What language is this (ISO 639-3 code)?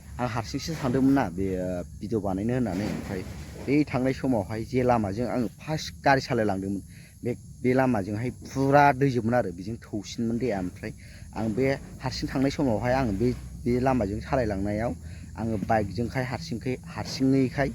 brx